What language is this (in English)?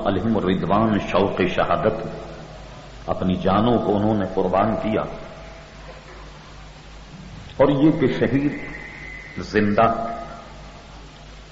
Urdu